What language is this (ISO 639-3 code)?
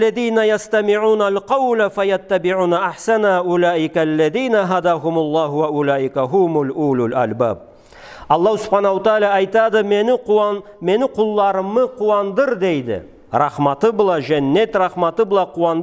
krc